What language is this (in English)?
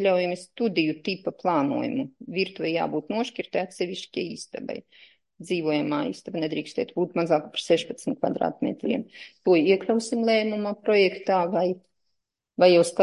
Latvian